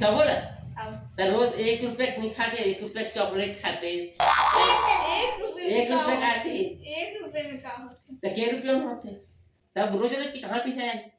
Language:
Chhattisgarhi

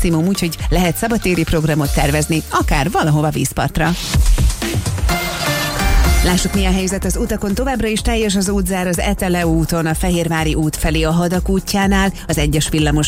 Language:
Hungarian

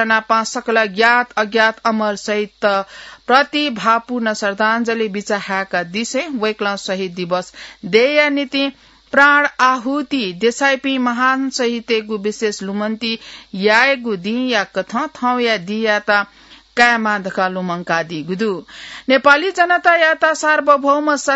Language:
Newari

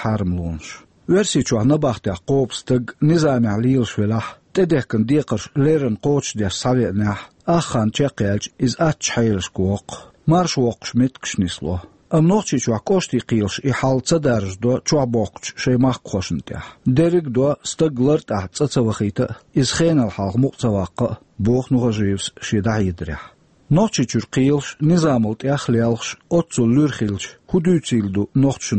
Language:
Chechen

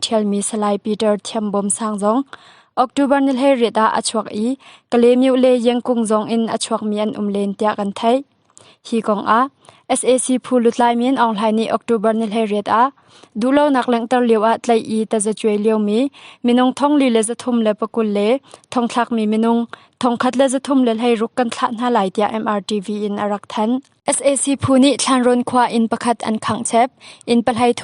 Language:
Hakha Chin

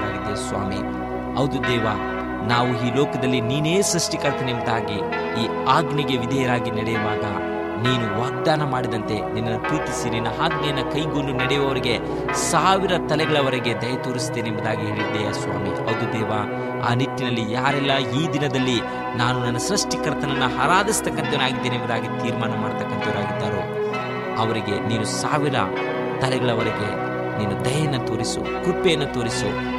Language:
Kannada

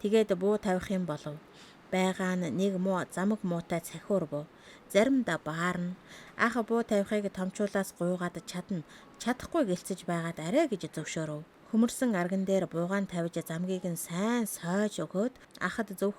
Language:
Mongolian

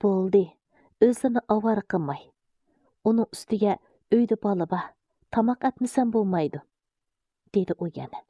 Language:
Uyghur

